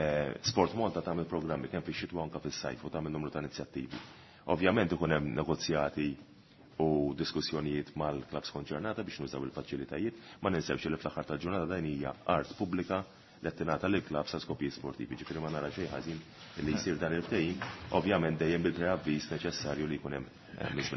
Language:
Maltese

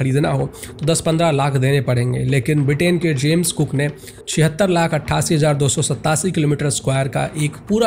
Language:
Hindi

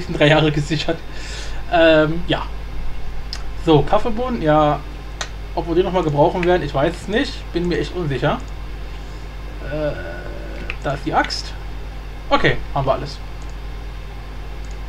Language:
German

